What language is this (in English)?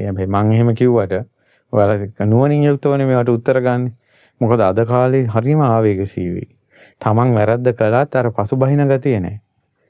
Sinhala